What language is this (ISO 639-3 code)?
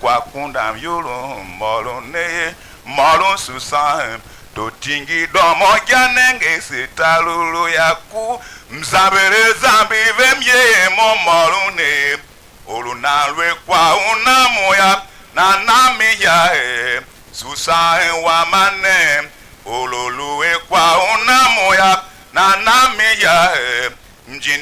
tiv